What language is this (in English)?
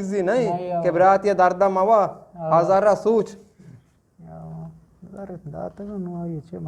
Eastern Balochi